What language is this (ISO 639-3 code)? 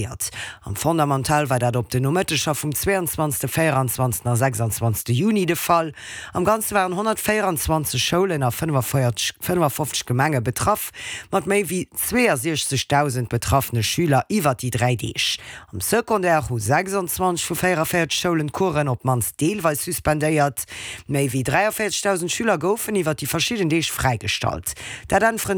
ltz